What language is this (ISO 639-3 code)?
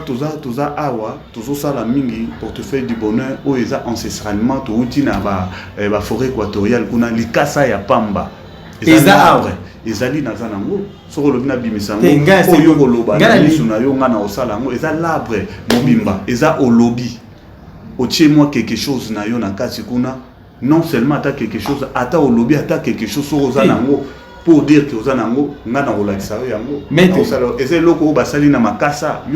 lin